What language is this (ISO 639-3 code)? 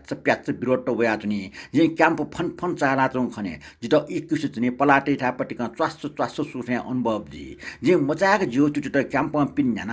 new